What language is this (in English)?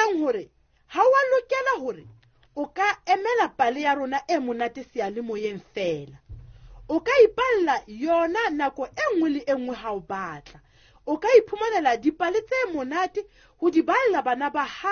Southern Sotho